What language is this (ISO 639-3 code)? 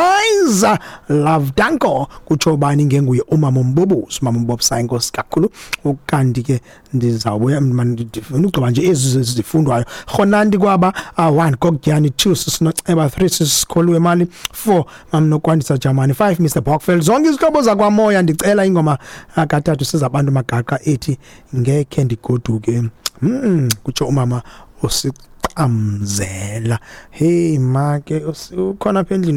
xho